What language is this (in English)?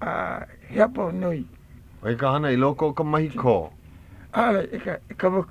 Hawaiian